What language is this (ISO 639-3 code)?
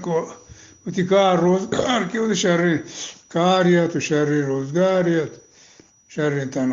bgp